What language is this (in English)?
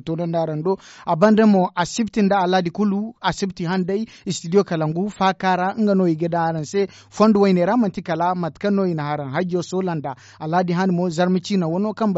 Zarma